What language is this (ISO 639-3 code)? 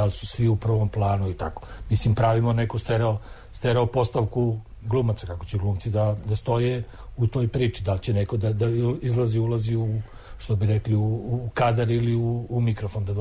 srp